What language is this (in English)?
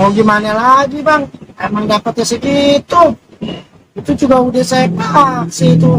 Betawi